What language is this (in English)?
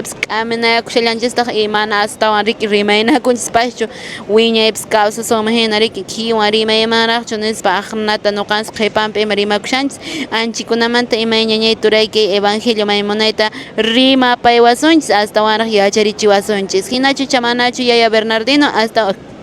Quechua